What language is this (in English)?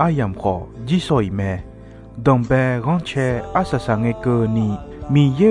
Akha